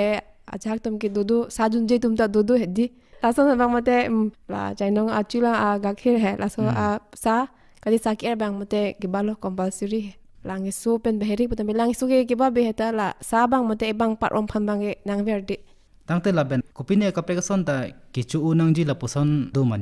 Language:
Karbi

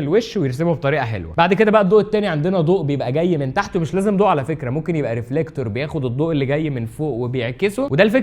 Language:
Egyptian Arabic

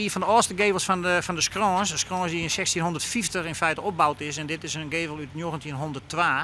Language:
Western Frisian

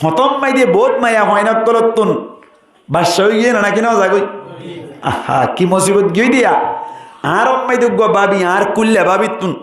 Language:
Rohingya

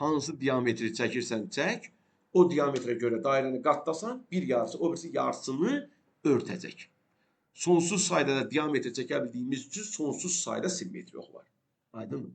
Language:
Azerbaijani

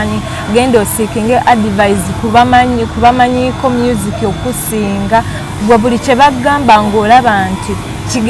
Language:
Ganda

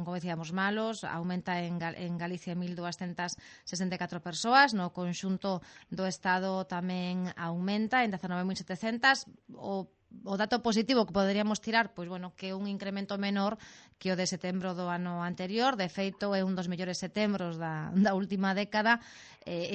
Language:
Galician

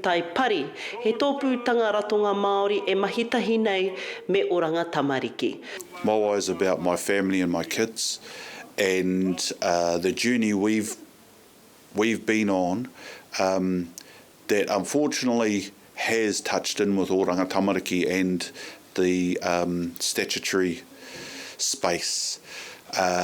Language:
Māori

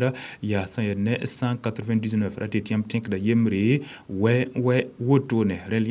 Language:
Mossi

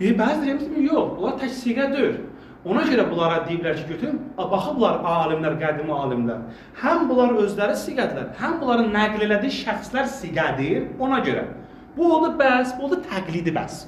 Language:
Azerbaijani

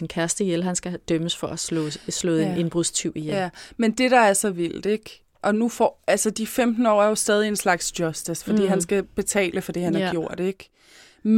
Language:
Danish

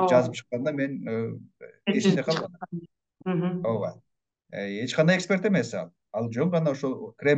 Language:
Kyrgyz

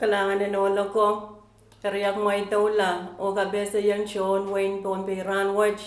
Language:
Pohnpeian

